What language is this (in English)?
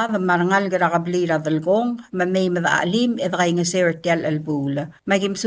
Palauan